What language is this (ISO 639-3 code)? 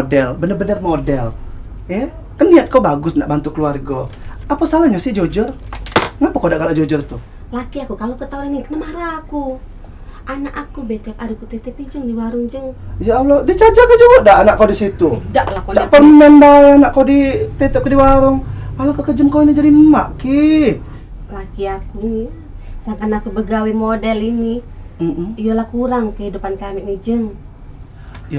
mui